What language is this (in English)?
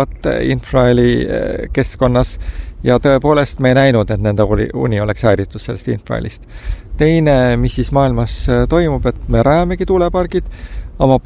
Estonian